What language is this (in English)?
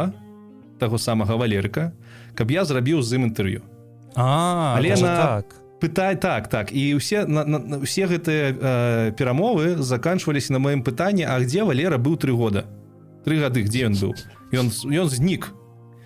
Belarusian